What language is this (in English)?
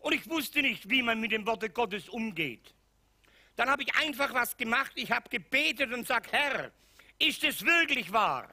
Swiss German